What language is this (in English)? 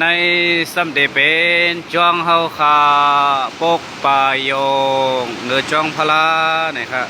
Shan